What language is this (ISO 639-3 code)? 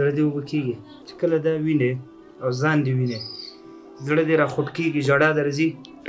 pus